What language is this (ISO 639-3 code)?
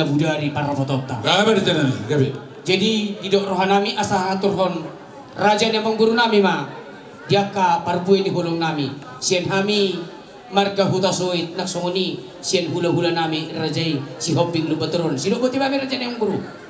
bbc